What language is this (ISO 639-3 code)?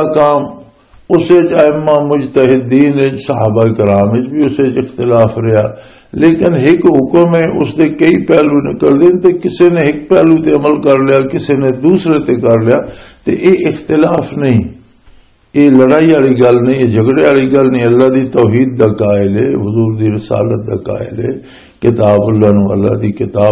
lah